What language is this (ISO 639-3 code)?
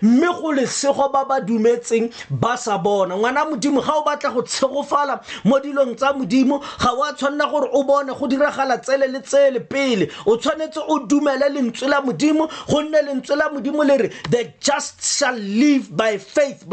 tsn